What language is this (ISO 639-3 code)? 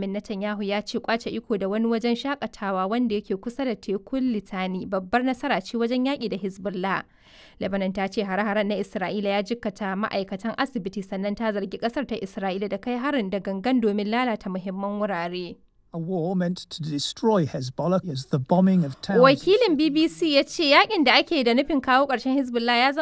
hau